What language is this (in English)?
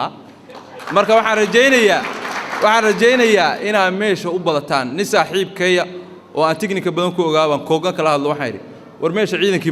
Somali